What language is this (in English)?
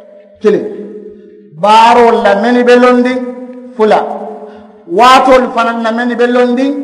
Mandingo